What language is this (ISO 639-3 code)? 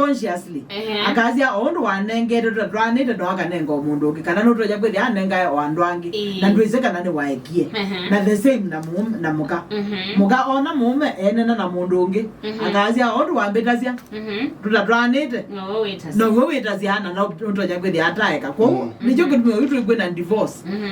kam